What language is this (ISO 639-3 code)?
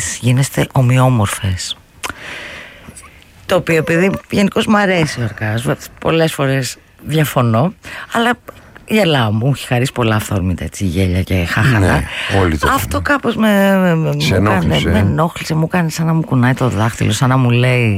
ell